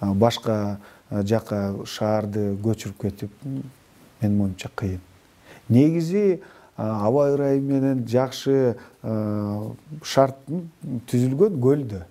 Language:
Kyrgyz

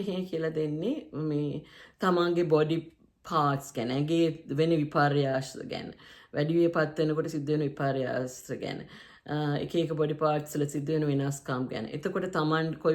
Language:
Sinhala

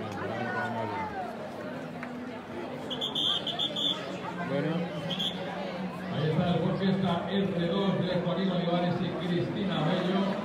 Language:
Spanish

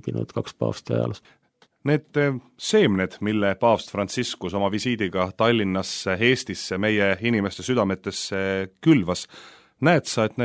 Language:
Estonian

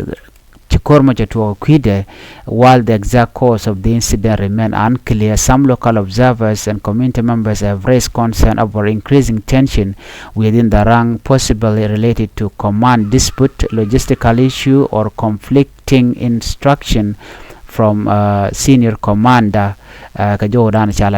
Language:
Nuer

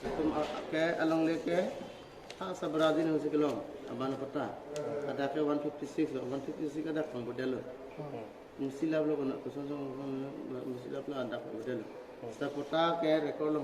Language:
Karbi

